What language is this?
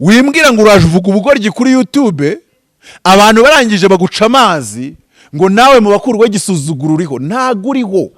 Kinyarwanda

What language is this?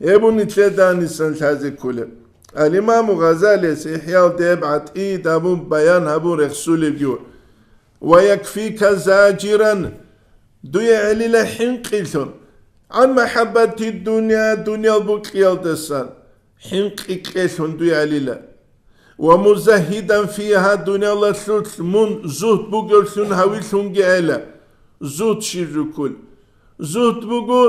Avaric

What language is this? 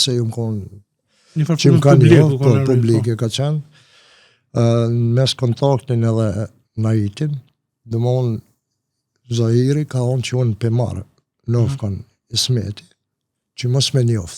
Albanian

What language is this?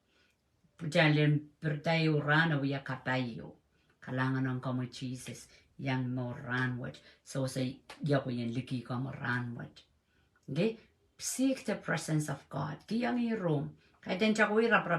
Pohnpeian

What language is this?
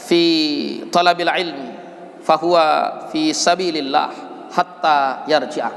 Sasak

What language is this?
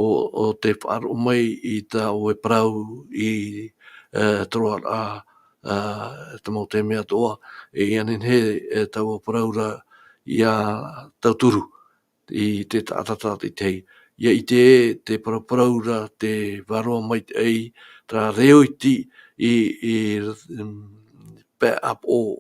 Tahitian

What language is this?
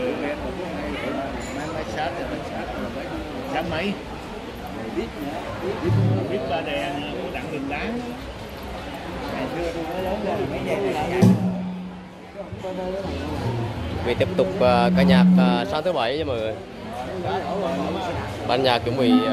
Vietnamese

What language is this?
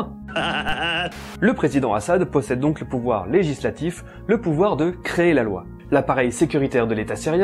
French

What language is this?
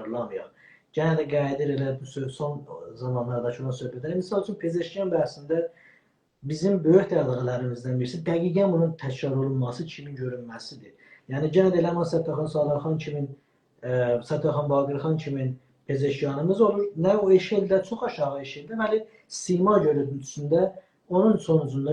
South Azerbaijani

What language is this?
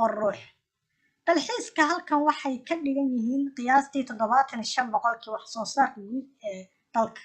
Somali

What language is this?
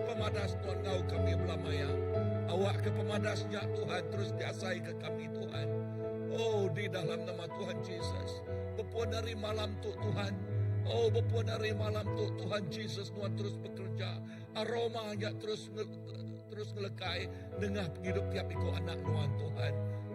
Iban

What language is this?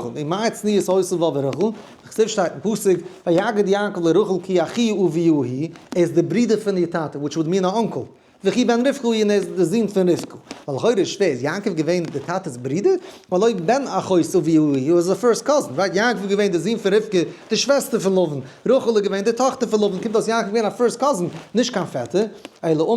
Yiddish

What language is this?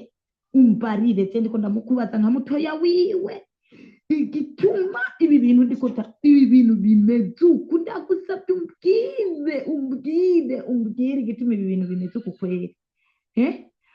Rundi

